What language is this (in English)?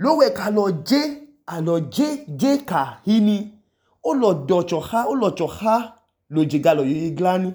Idoma